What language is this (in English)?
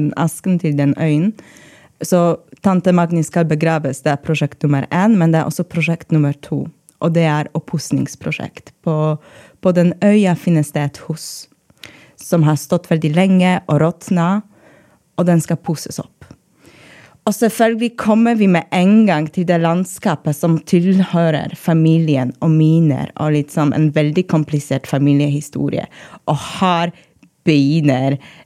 Norwegian